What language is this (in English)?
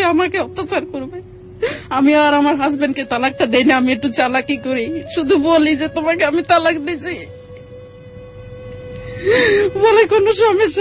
Bangla